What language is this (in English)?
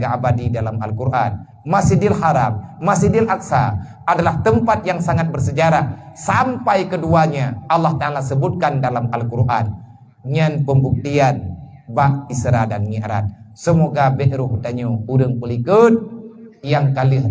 Achinese